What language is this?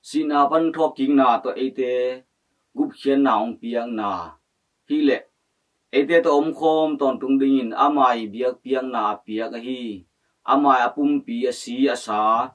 Tedim Chin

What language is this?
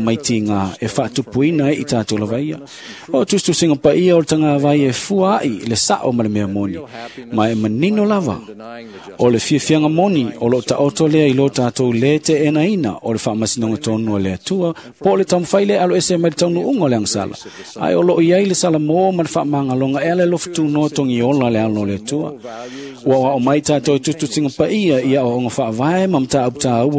Samoan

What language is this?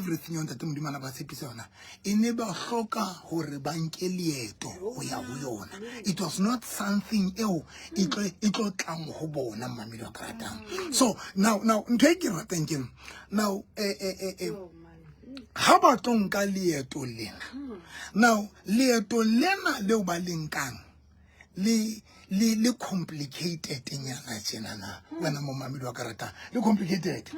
Southern Sotho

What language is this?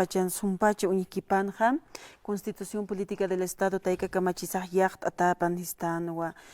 Aymara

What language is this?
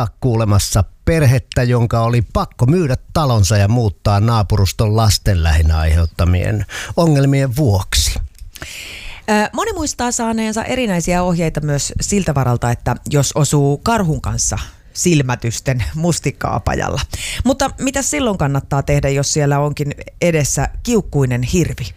Finnish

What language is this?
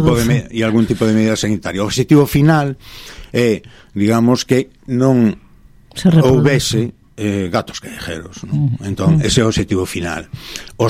Galician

